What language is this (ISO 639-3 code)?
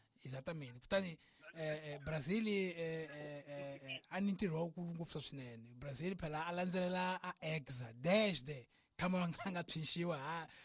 tso